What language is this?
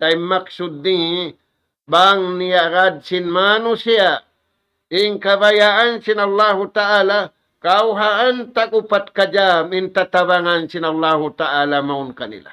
Tausug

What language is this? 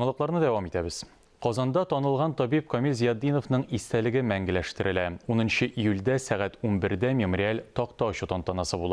Tatar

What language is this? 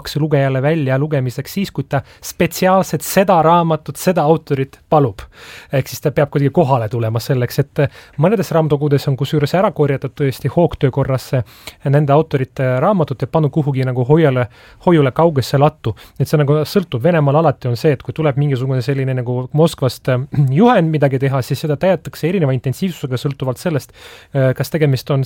Estonian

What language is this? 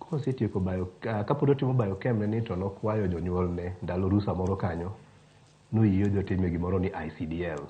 Luo (Kenya and Tanzania)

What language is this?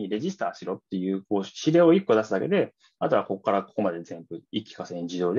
Japanese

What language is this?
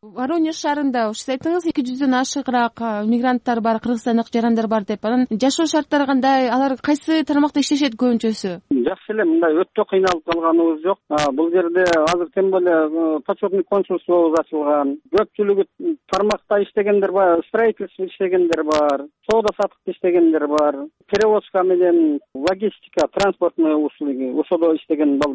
Kyrgyz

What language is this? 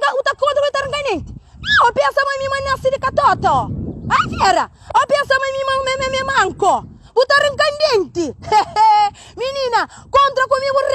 Kabuverdianu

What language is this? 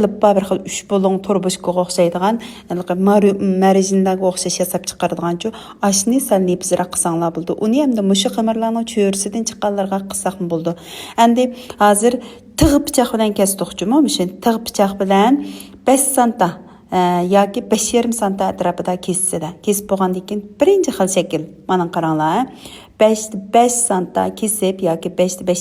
Uyghur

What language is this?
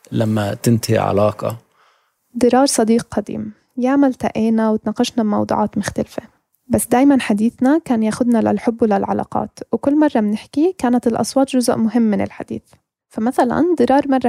North Levantine Arabic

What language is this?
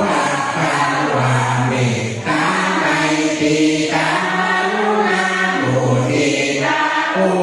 Pali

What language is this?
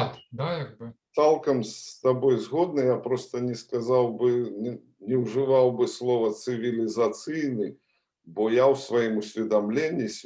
Belarusian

